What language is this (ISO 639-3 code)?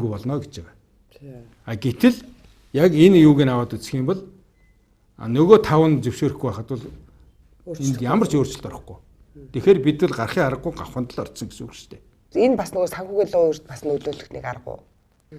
mon